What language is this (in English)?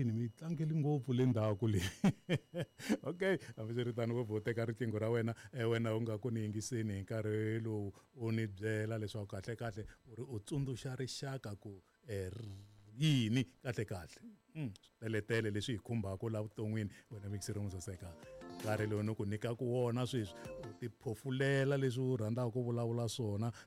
Tsonga